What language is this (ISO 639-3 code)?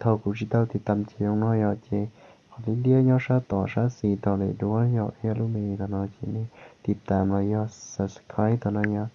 hmn